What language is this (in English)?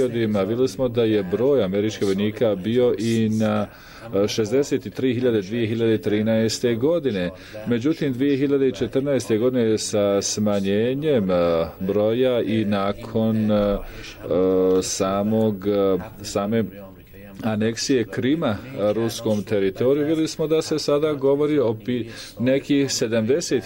Bosnian